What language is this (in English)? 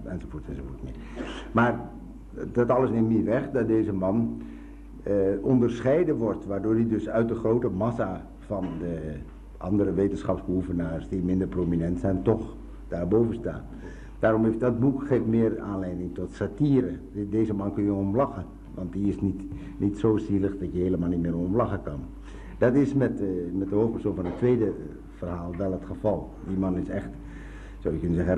Dutch